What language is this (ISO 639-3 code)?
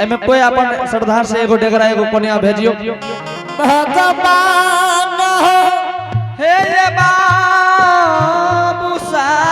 anp